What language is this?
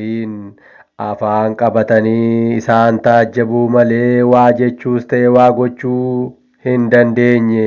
Oromo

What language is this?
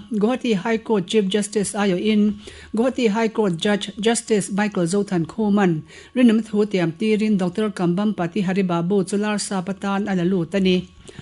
Mizo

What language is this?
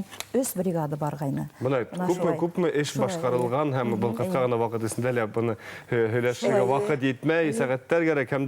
Bashkir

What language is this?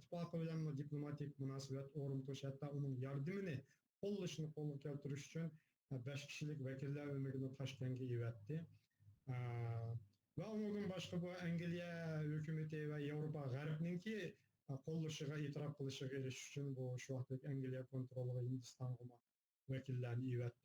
Uyghur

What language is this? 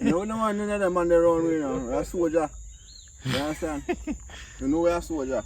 Jamaican Creole English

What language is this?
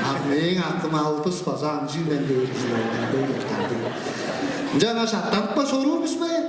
Tuvinian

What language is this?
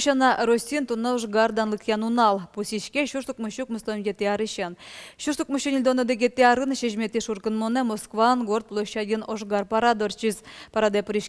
Udmurt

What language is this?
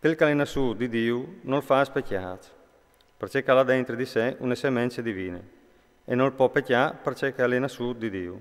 Friulian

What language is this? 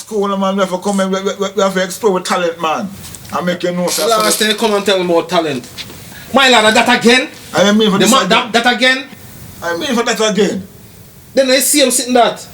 Jamaican Creole English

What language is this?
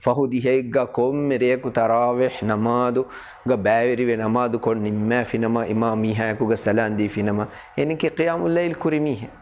Divehi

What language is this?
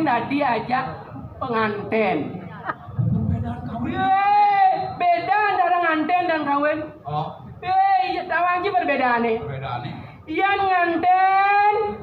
Balinese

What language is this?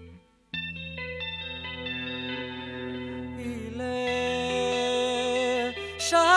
Basque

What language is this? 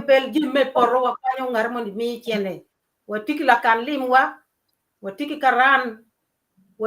Acoli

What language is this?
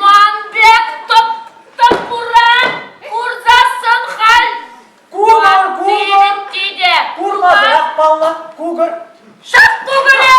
Chuvash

